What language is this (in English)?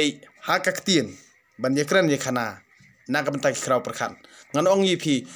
Khasi